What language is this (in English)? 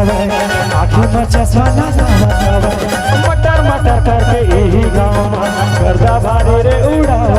Chhattisgarhi